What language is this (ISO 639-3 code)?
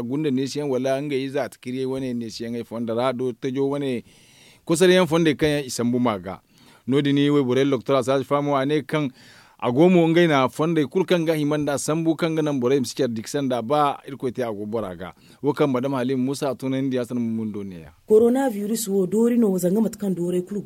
dje